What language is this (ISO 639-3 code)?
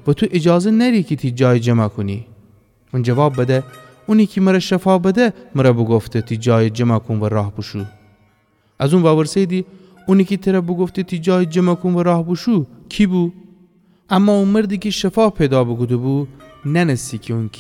glk